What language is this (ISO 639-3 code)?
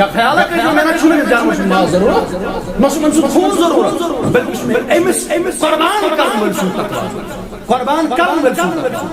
kas